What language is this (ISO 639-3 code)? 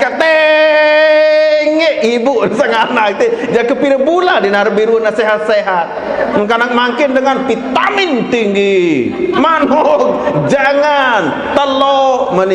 sas